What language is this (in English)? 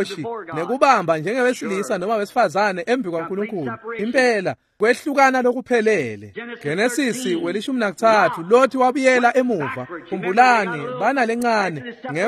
Swati